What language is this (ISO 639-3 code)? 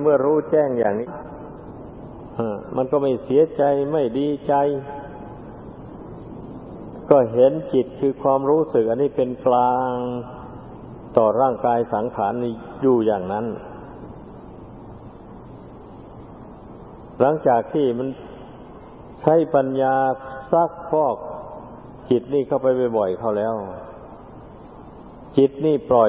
tha